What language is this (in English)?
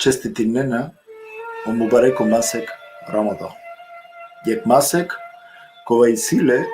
Balkan Romani